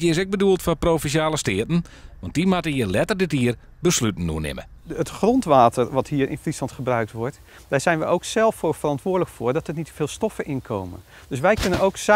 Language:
Western Frisian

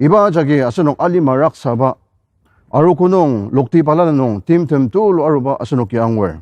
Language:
Ao Naga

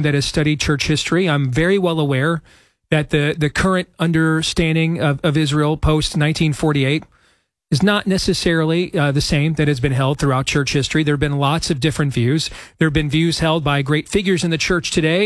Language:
English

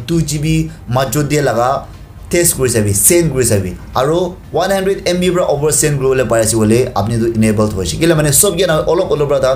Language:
Naga Pidgin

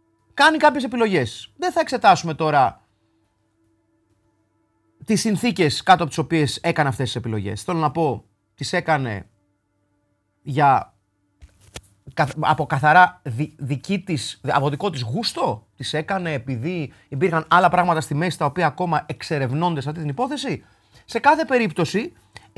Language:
Greek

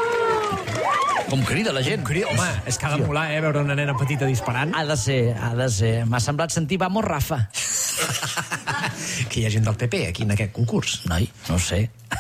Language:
Catalan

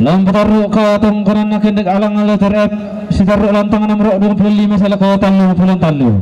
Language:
Toraja-Sa'dan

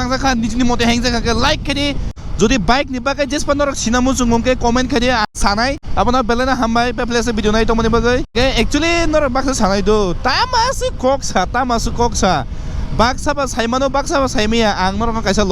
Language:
Kok Borok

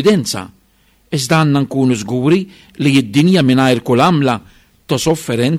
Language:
Maltese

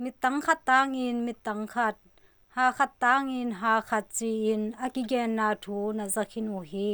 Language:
Tedim Chin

